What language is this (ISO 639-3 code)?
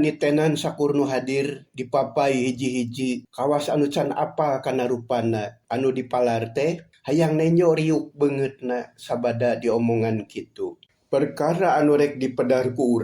sun